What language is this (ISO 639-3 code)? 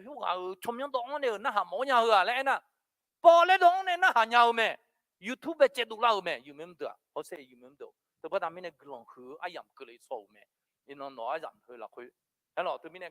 ahk